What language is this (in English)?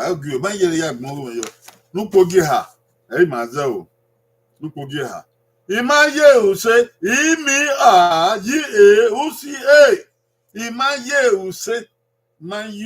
Bini